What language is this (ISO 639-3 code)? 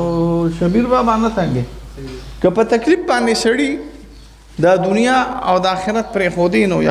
pus